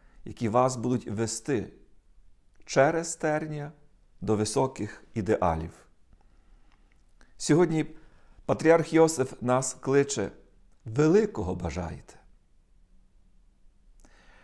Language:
Ukrainian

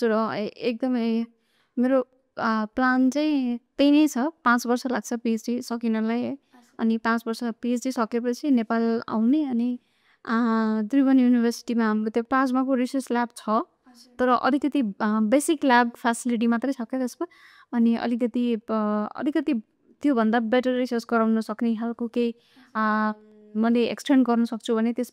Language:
Nepali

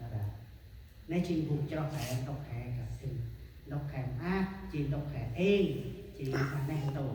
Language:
Central Mnong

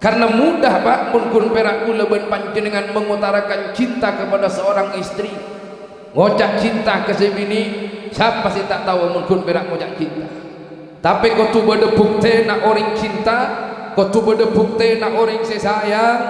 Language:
Madurese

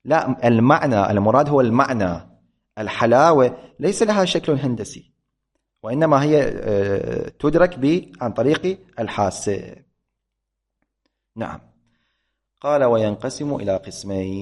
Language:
Arabic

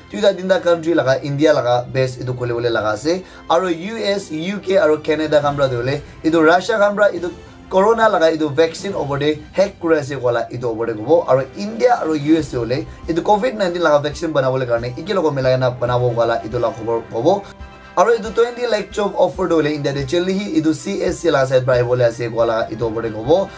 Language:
Naga Pidgin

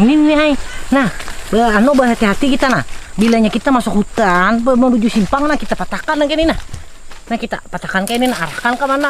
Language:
Banjar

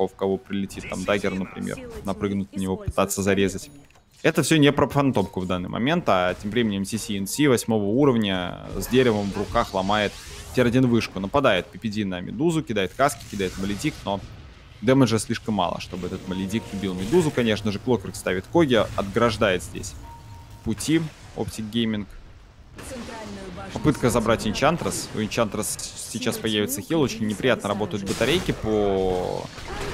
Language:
Russian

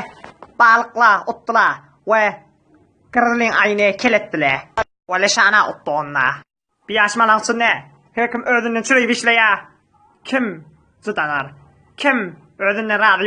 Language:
Turkmen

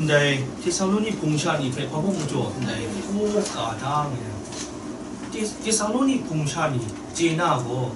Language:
Kachin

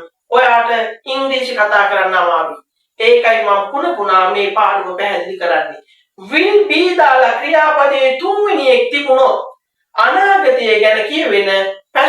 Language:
Sinhala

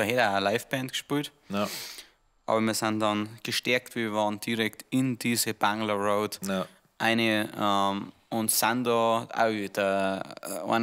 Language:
Bavarian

